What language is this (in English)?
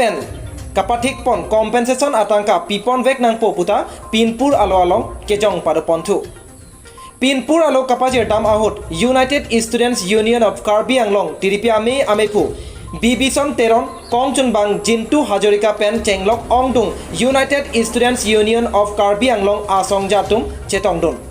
Karbi